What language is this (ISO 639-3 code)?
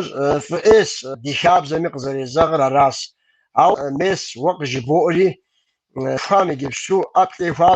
kbd